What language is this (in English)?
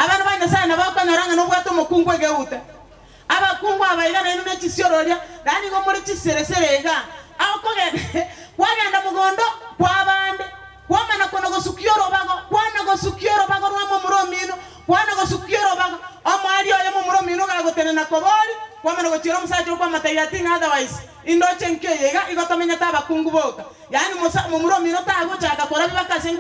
Gusii